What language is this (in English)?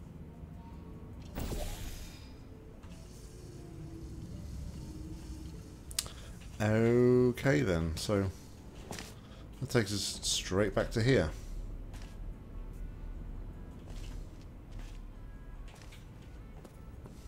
English